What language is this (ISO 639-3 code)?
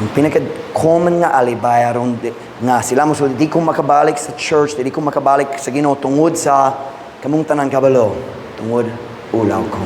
ceb